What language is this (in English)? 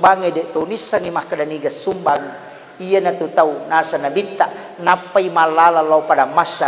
Buginese